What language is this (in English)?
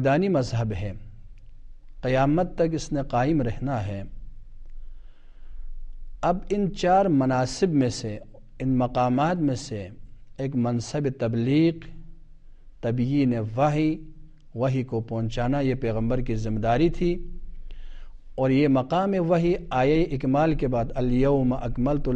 Urdu